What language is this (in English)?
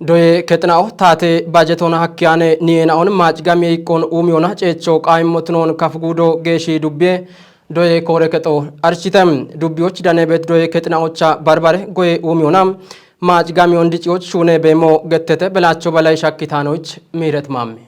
Kafa